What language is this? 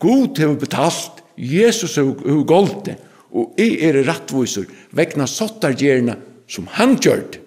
Faroese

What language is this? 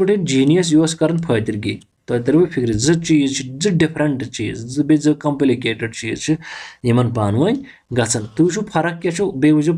Kashmiri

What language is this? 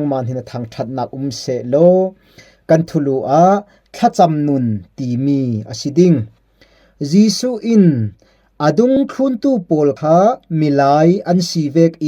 Falam Chin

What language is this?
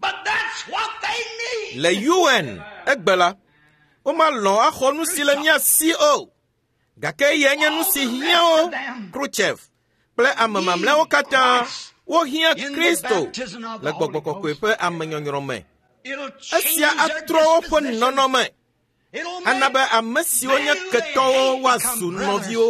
Ewe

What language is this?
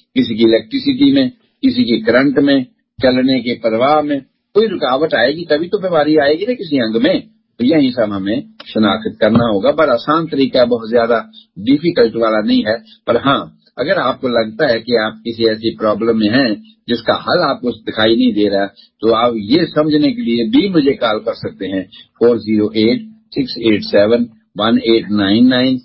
Urdu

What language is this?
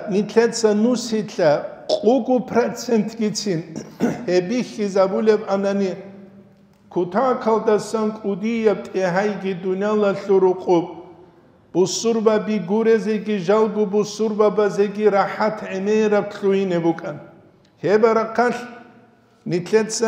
Avaric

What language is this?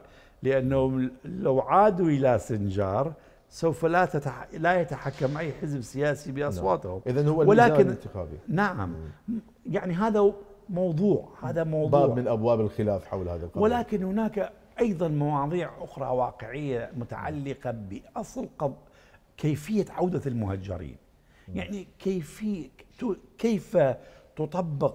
Mesopotamian Arabic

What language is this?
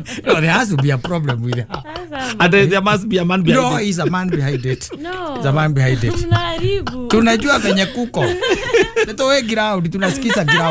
Kikuyu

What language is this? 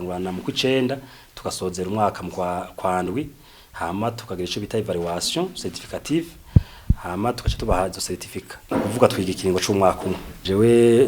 Rundi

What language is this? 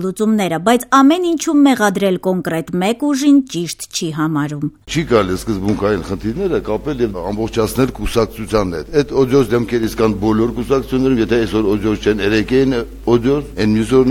Armenian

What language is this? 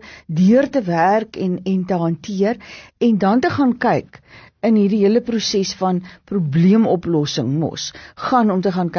Afrikaans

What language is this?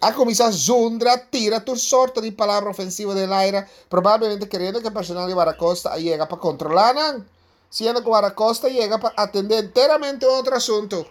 Papiamento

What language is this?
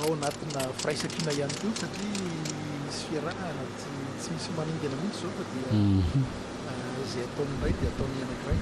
Malagasy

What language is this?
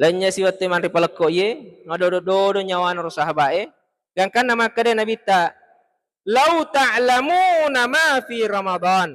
Buginese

